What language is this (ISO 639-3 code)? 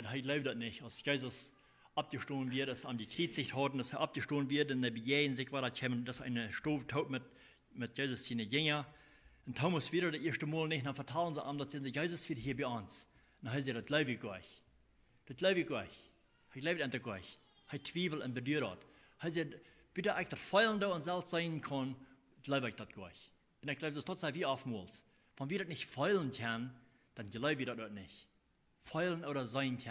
pdt